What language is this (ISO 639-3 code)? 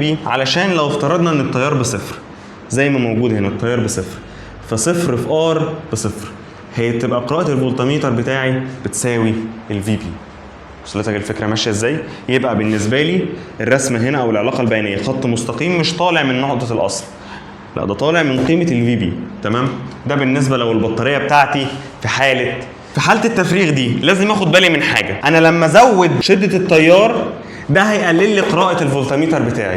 arz